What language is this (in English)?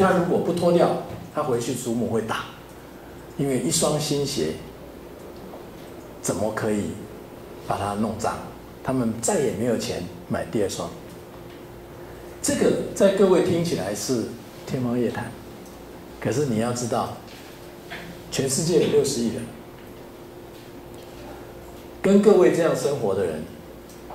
Chinese